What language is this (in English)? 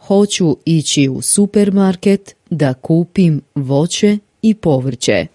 Bosnian